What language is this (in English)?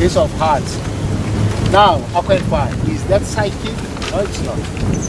Seselwa Creole French